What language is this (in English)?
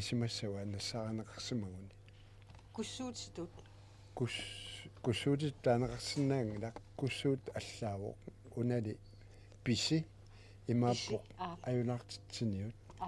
Kalaallisut